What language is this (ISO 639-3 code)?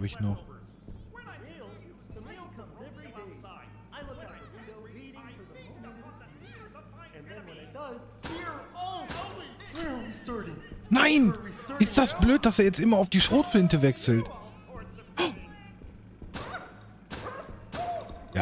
deu